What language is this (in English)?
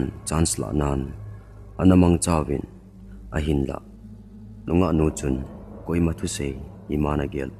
Thado Chin